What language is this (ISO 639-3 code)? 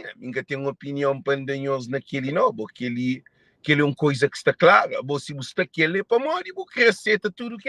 kea